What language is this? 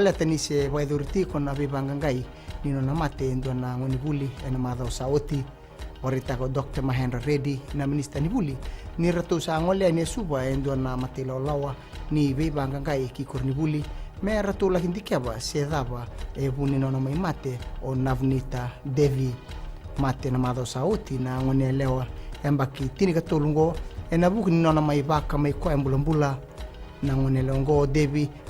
Fijian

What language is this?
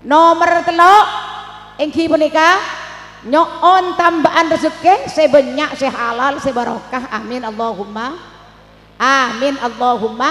Madurese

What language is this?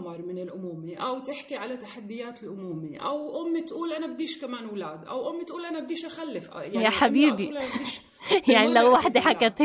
North Levantine Arabic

